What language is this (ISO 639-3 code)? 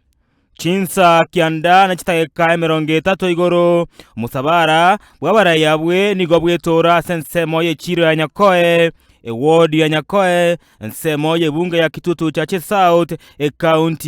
guz